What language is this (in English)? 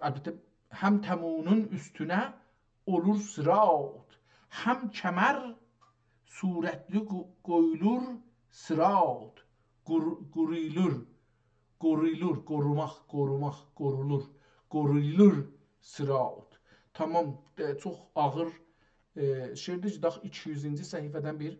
South Azerbaijani